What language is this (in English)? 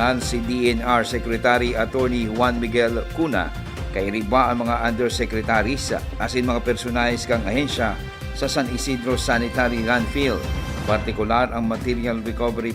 Bikol